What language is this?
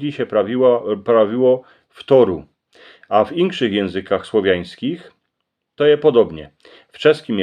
Silesian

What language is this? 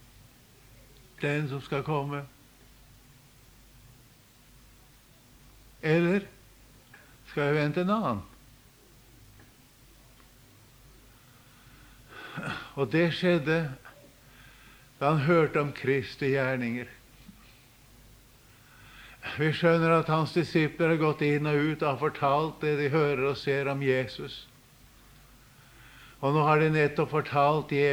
Norwegian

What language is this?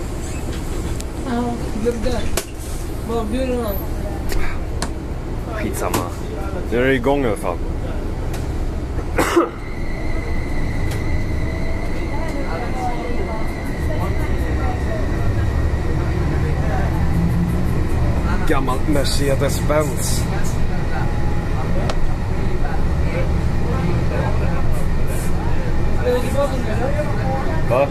Swedish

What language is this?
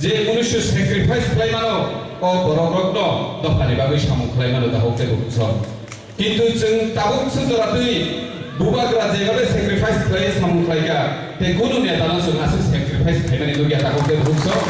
Kok Borok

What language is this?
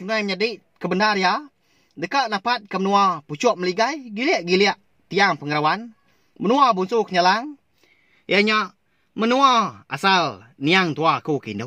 Iban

